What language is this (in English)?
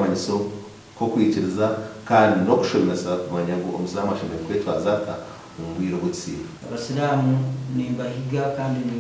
Nyankole